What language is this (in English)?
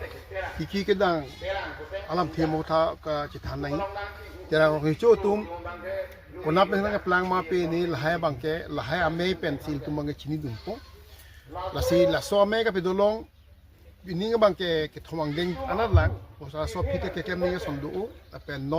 Karbi